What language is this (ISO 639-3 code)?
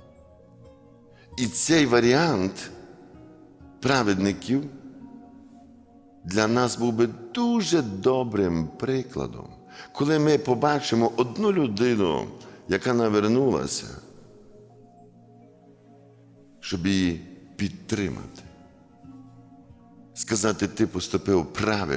ukr